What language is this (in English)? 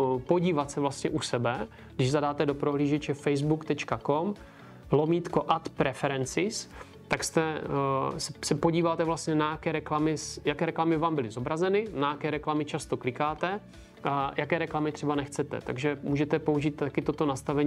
Czech